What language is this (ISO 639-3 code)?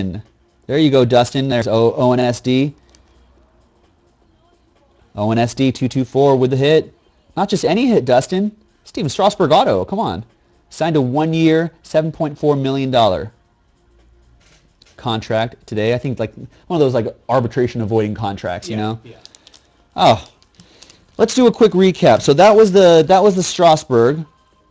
eng